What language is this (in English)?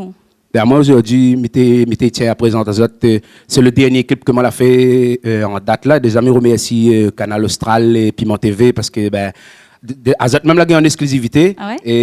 Réunion Creole French